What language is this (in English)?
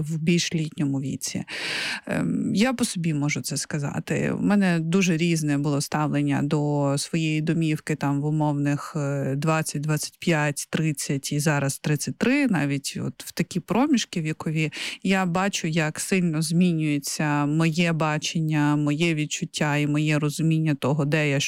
Ukrainian